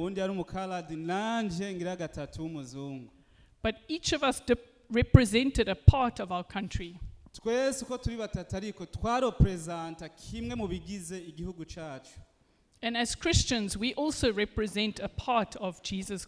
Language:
Rundi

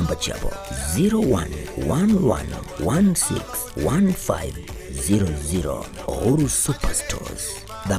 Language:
Gusii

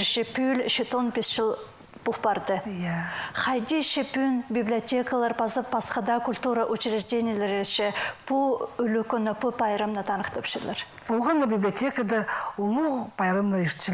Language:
Khakas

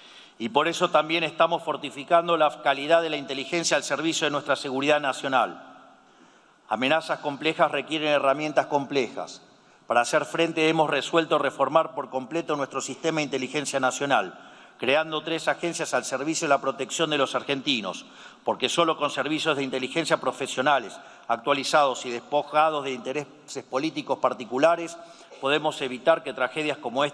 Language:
Spanish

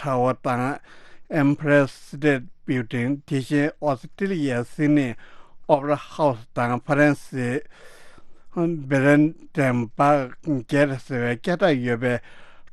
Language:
Tibetan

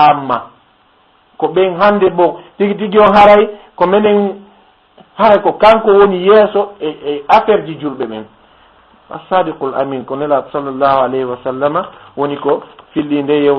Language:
Fula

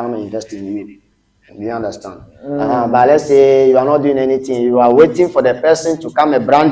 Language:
Ewe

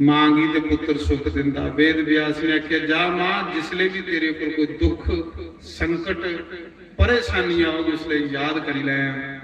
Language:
Dogri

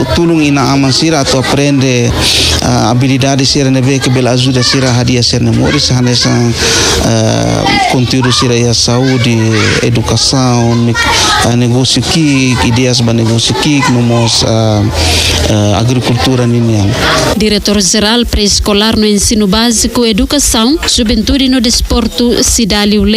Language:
Tetum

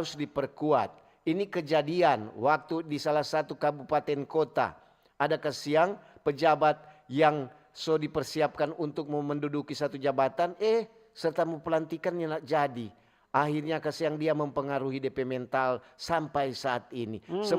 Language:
Manado Malay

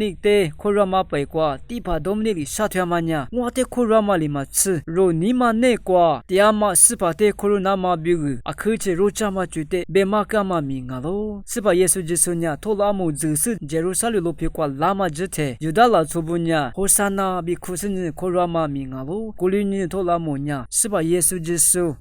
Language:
Lisu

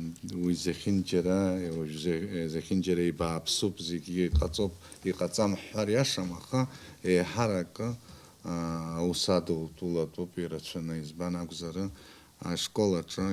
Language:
Abkhazian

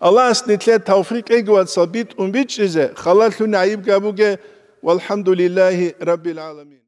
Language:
Avaric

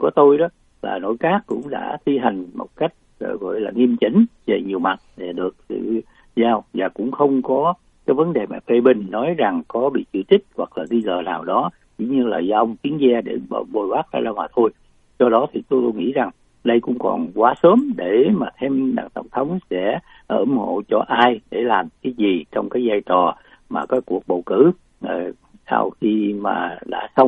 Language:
Vietnamese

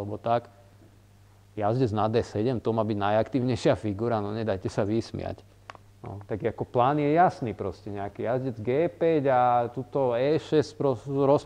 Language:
Slovak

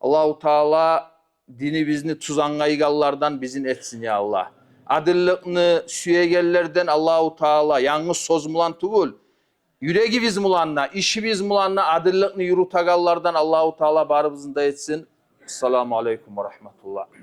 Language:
Kumyk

